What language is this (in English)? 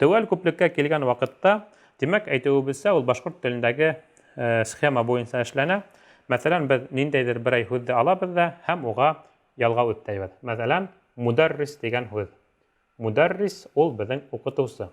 Bashkir